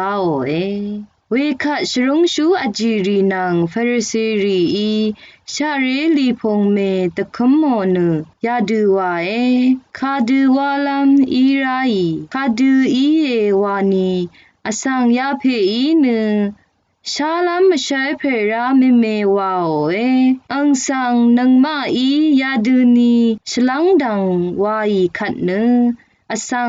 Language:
Rawang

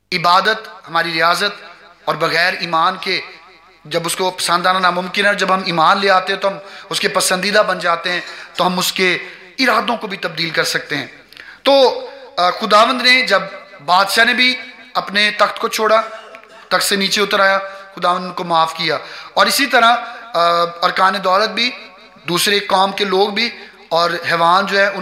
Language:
Urdu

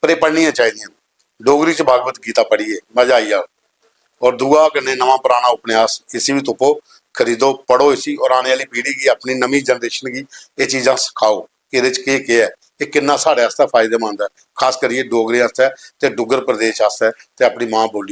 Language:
Dogri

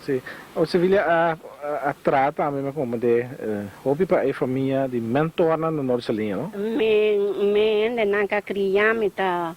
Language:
Papiamento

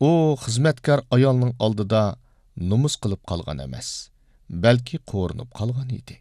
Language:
Uyghur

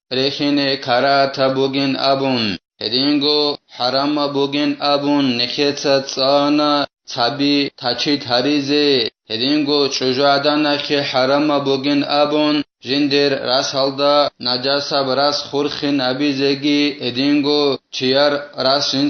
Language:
Avaric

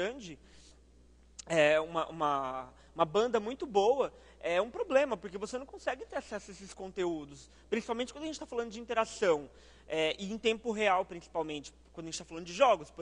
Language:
Portuguese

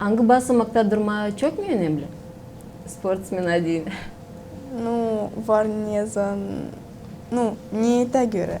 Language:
Gagauz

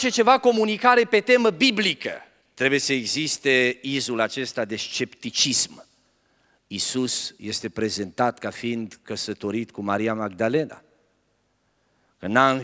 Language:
Romanian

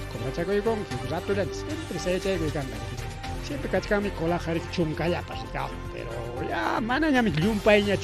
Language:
Ayacucho Quechua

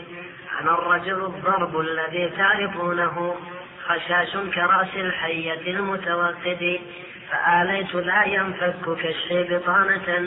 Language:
Arabic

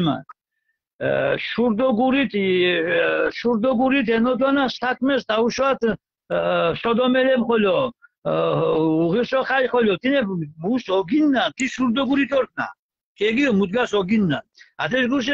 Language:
Mingrelian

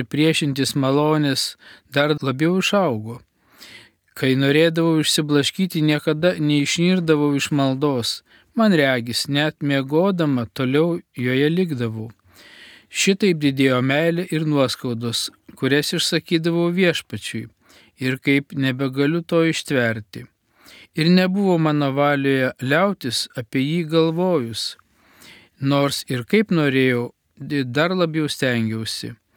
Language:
Lithuanian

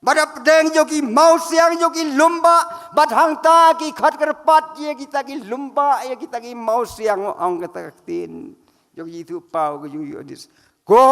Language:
Khasi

